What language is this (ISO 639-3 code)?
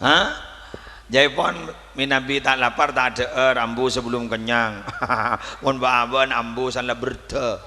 mad